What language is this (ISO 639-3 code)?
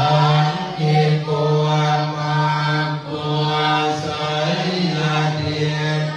pli